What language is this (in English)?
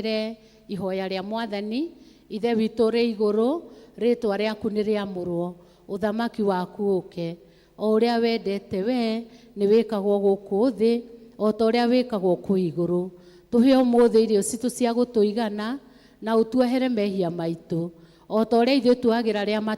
Kikuyu